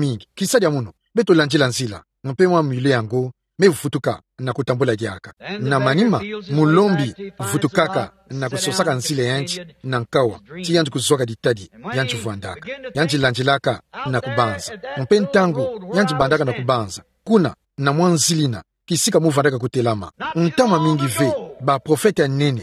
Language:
Kituba (Democratic Republic of Congo)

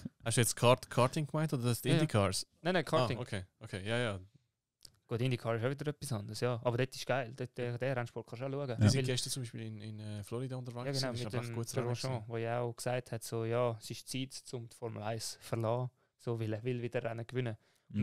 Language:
Swiss German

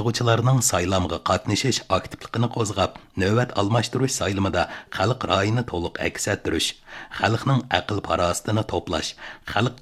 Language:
Uyghur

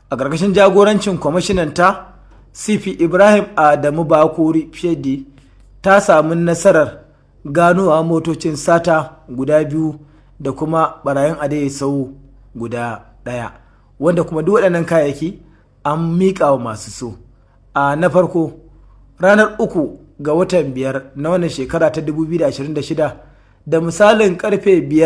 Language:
Hausa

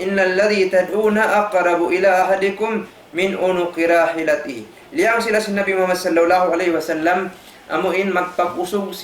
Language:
Tausug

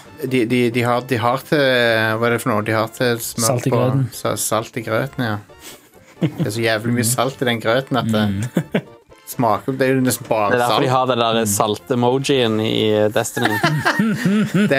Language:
Norwegian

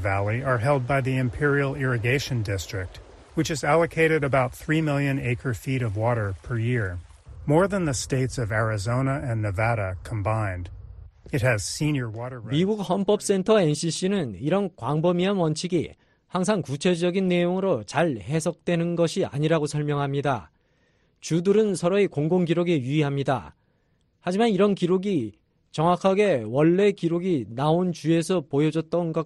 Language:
Korean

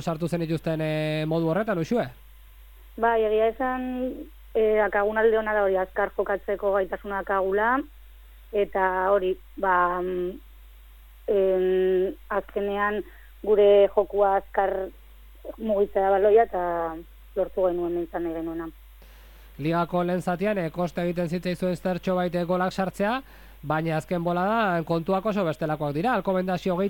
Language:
Basque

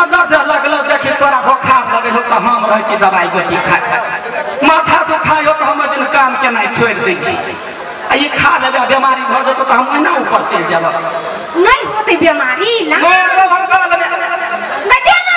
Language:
Maithili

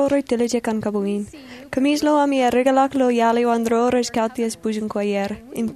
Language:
Marshallese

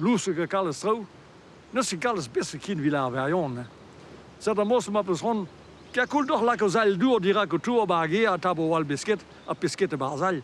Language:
Breton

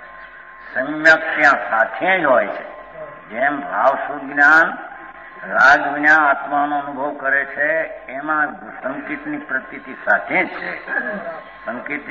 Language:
Gujarati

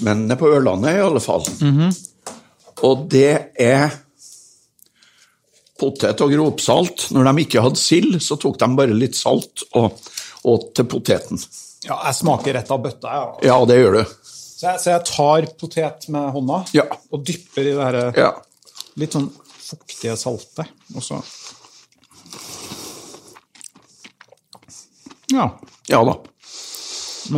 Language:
Norwegian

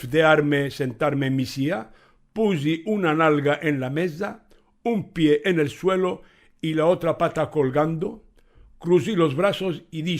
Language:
Ladino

